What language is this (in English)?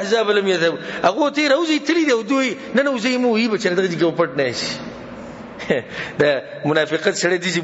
Pashto